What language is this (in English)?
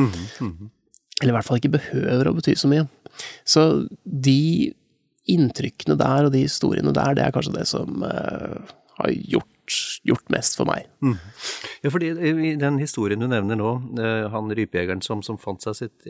Norwegian